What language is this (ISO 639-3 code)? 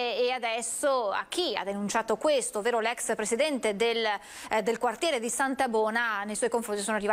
ita